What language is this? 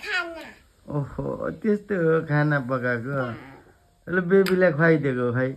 Nepali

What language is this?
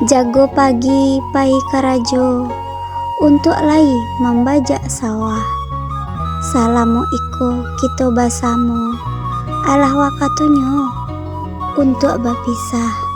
Minangkabau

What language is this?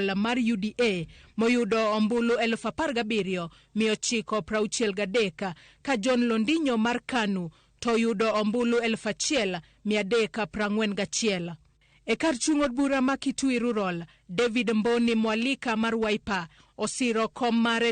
Luo (Kenya and Tanzania)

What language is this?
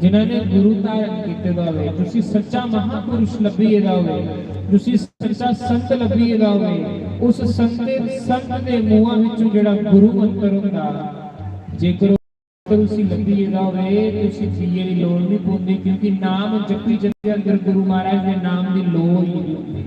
Dogri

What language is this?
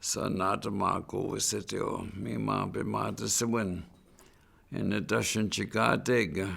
Chippewa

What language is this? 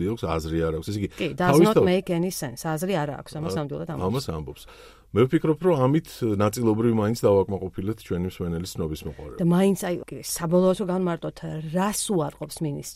Georgian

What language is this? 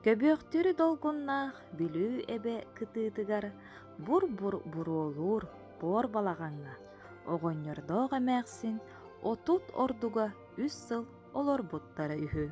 Yakut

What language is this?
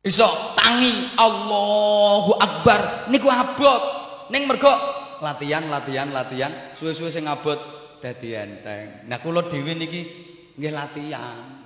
Javanese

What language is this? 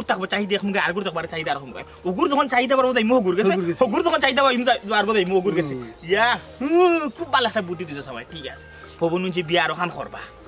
Sylheti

